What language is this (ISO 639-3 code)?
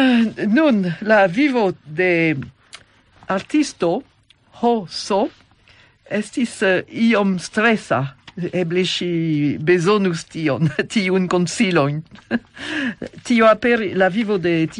epo